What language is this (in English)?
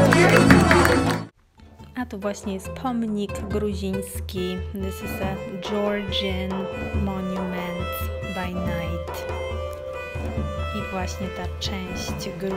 Polish